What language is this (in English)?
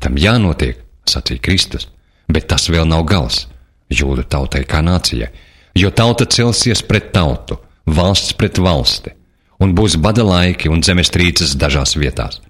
Latvian